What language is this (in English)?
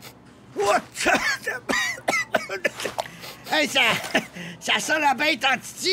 French